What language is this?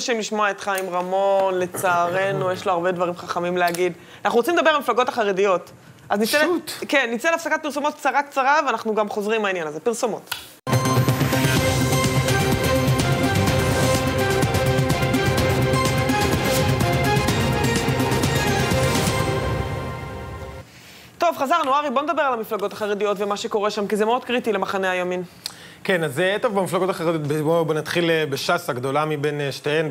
Hebrew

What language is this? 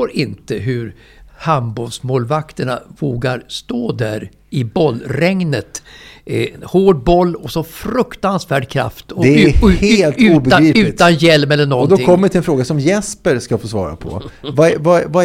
Swedish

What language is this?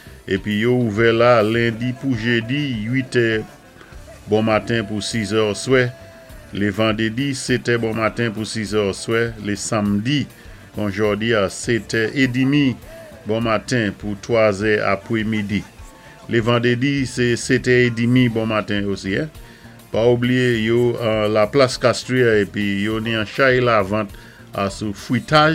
Saint Lucian Creole French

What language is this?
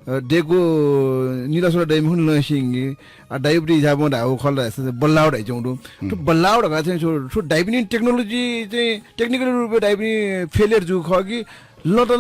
Newari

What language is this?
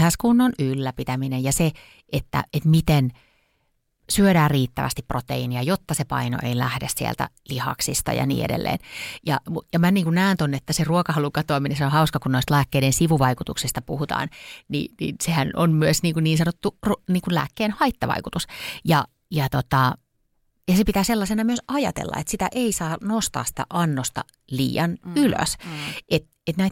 Finnish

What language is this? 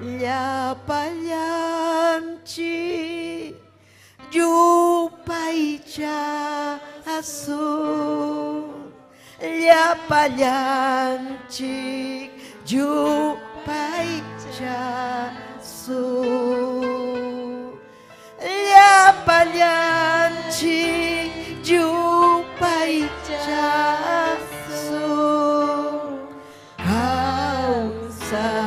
Ayacucho Quechua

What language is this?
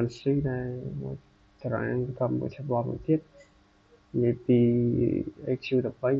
Khmer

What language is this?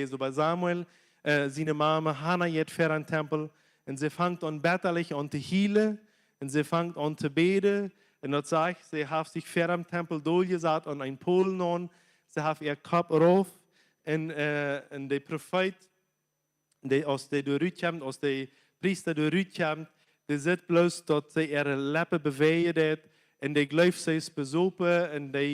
Plautdietsch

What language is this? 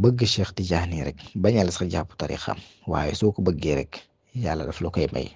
Wolof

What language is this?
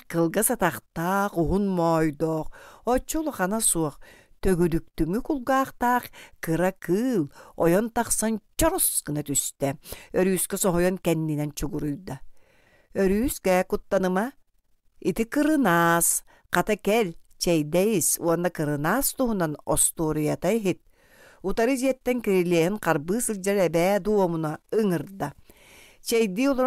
Yakut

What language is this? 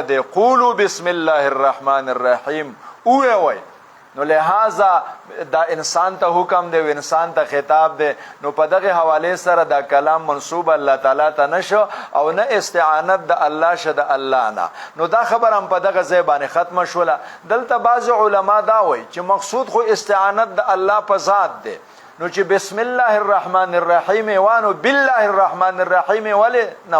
Pashto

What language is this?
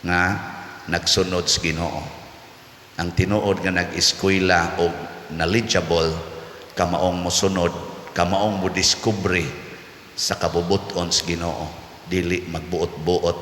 Cebuano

